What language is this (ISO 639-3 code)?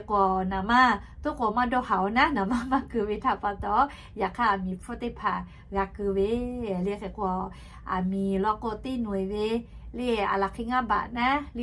lhu